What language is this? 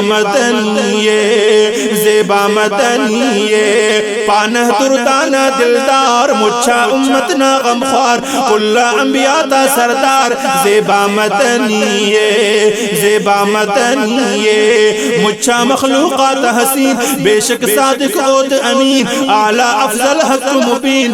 Brahui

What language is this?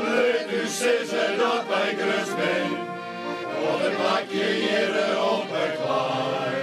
Western Frisian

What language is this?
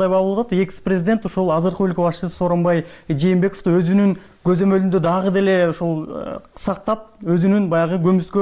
Kyrgyz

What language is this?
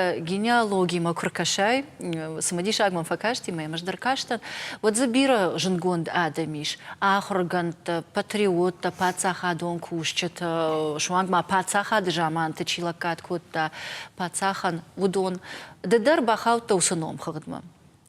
Ossetic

